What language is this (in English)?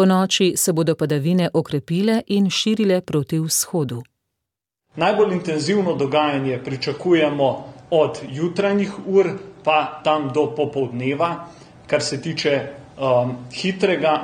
Slovenian